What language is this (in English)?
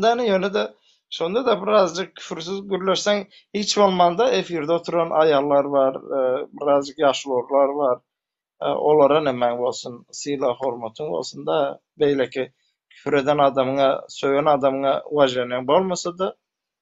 Turkmen